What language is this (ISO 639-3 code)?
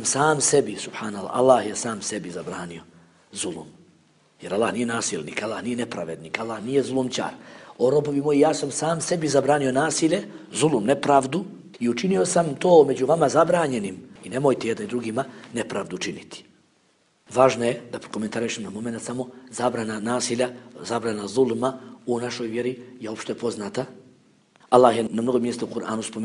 bos